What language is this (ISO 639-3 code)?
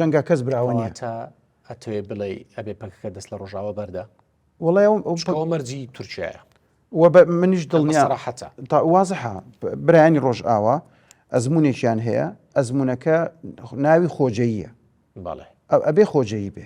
ckb